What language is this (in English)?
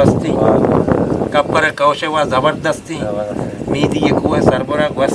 Eastern Balochi